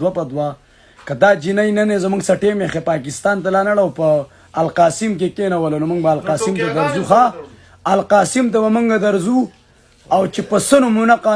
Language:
Pashto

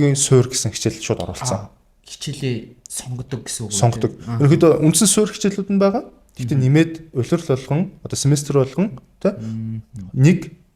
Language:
Mongolian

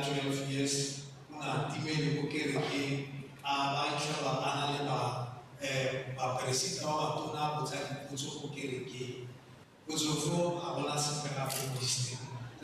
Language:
Tswana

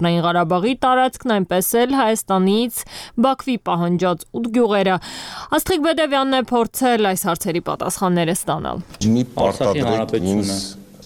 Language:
Armenian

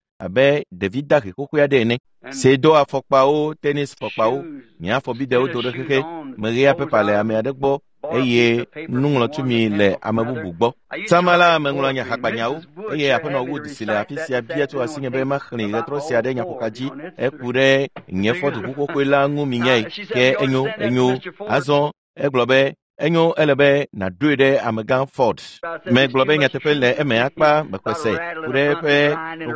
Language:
Ewe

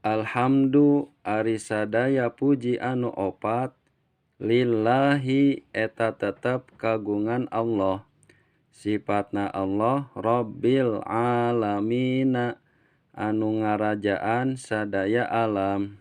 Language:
Sundanese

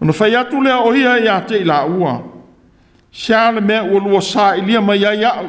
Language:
Samoan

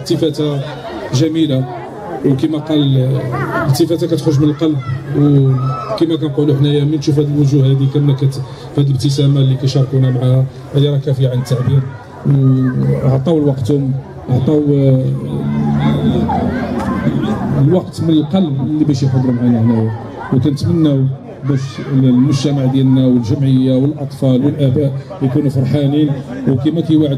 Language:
Moroccan Arabic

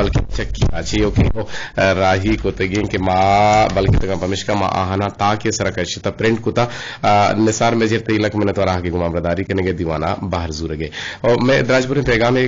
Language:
Eastern Balochi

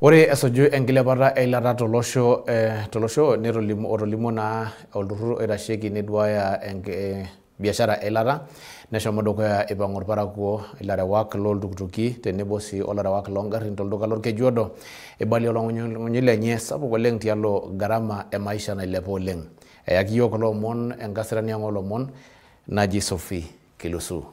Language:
Masai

